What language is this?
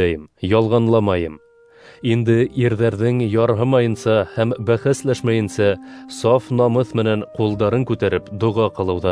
Bashkir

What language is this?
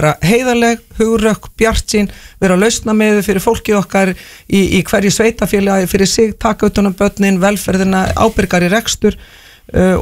Icelandic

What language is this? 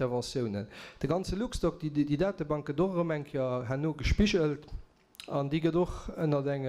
Luxembourgish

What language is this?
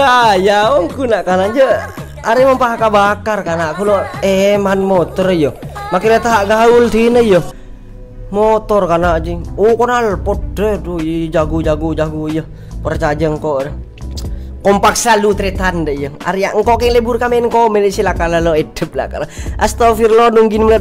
Madurese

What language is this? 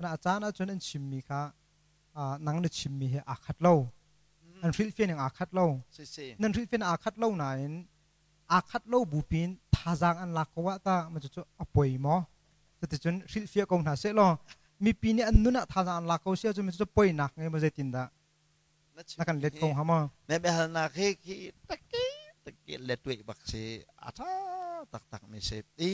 Hakha Chin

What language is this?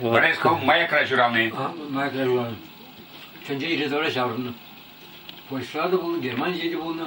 Chuvash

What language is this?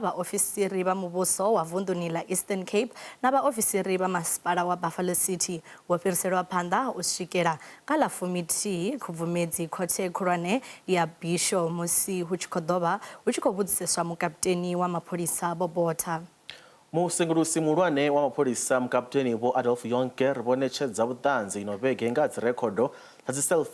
Venda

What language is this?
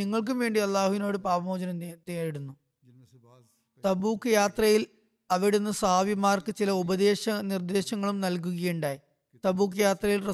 Malayalam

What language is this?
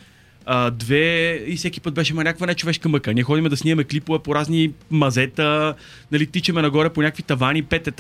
Bulgarian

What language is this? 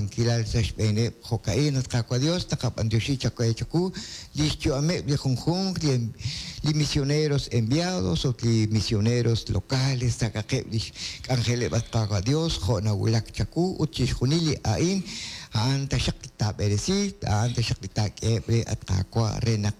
Kekchí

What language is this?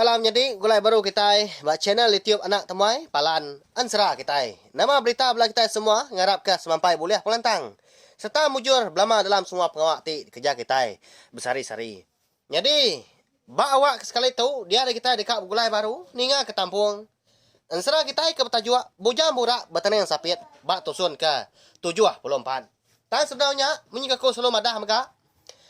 Iban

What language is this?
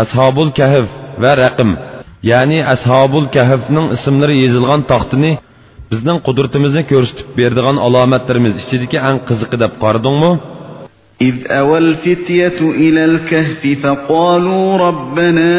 Uyghur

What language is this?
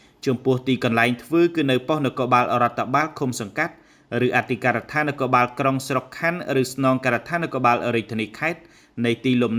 Khmer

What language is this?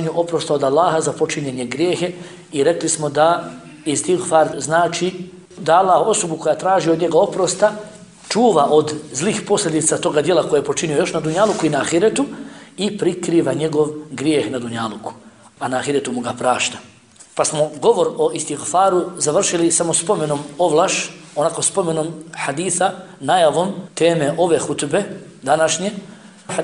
Bosnian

